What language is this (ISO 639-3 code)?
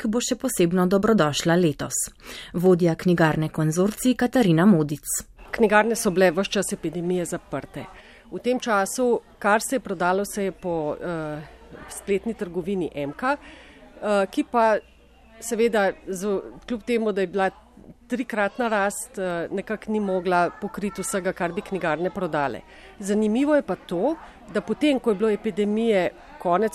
slv